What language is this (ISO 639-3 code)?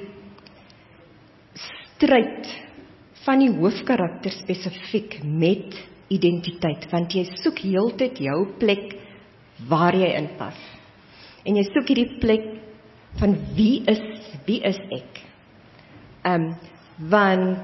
afr